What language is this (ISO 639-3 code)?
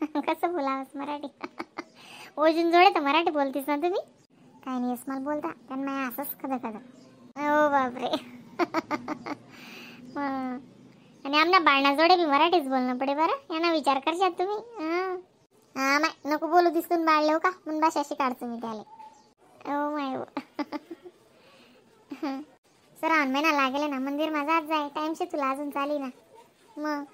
khn